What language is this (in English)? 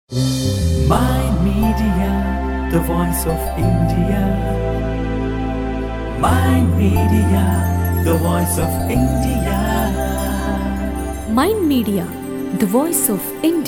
Telugu